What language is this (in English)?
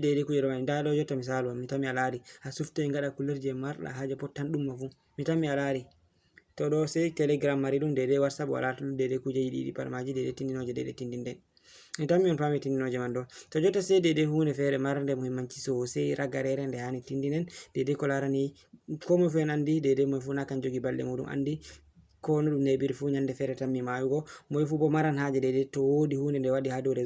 Fula